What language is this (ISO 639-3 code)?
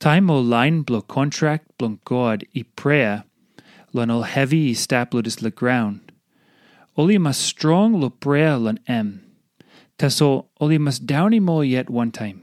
tpi